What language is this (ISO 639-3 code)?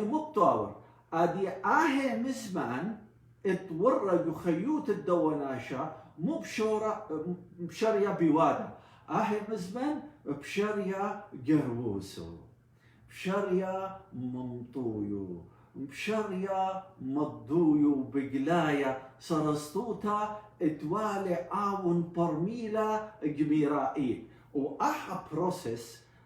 aii